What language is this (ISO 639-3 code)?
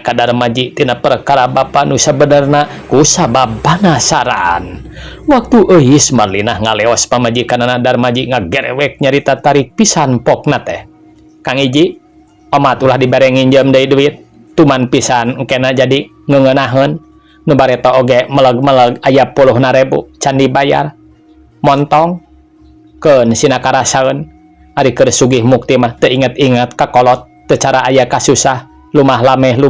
sun